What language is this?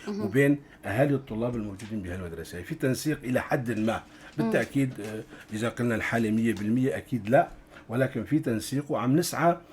North Levantine Arabic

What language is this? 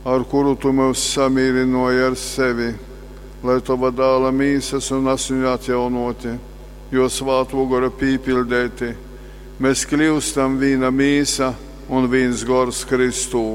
Latgalian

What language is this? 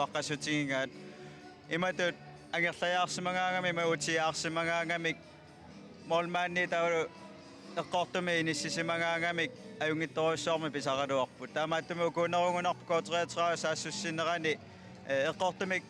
Kalaallisut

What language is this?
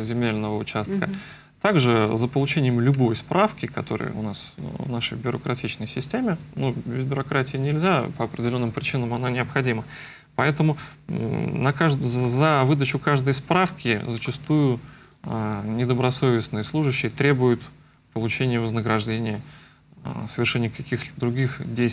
Russian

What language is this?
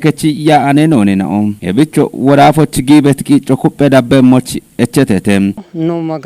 Kafa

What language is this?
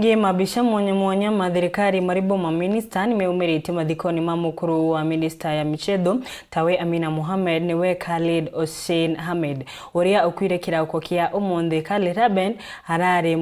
Meru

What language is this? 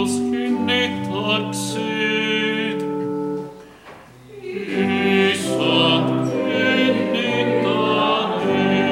Estonian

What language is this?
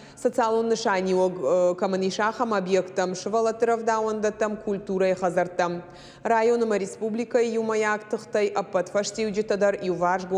Ossetic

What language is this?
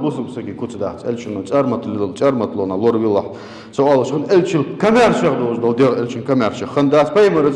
Ingush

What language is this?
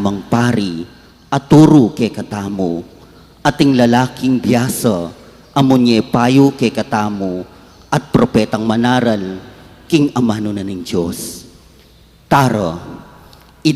Pampanga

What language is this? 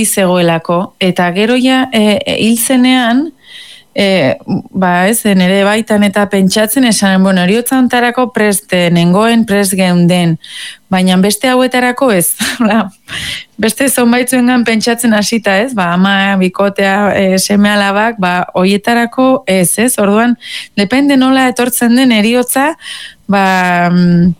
Basque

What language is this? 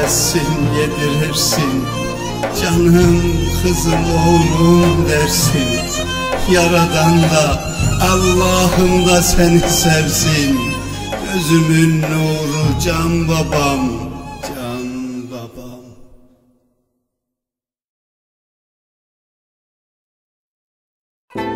Turkish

